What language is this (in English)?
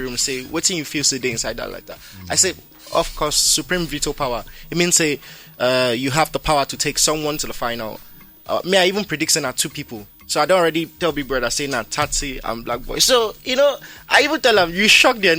Nigerian Pidgin